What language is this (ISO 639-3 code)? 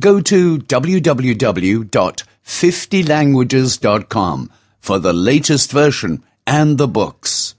sqi